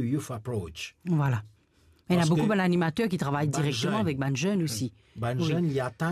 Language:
Morisyen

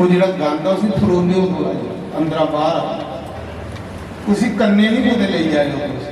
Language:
Dogri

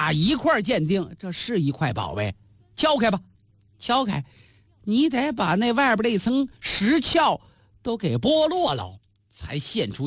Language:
Chinese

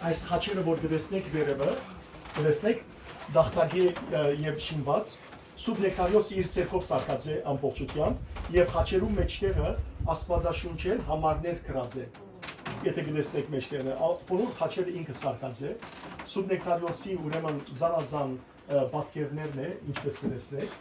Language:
Western Armenian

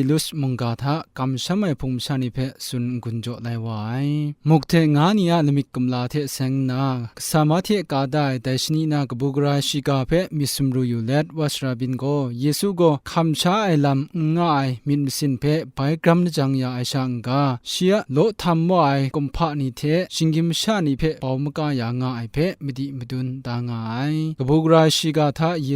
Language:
Kachin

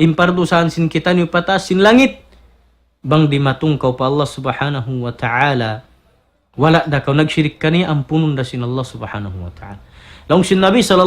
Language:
Tausug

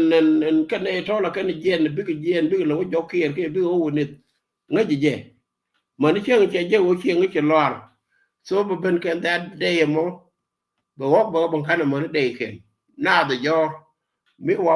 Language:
Nuer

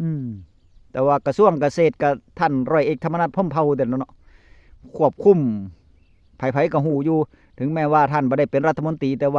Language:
Northeastern Thai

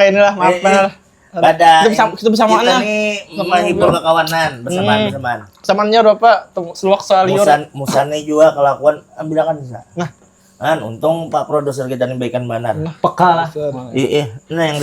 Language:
Banjar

